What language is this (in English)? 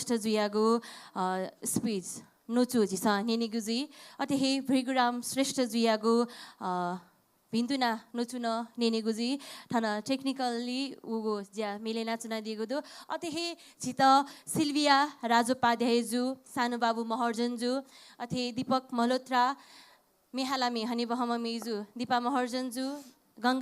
Newari